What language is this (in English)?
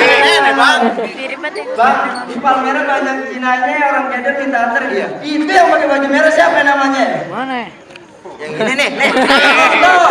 Betawi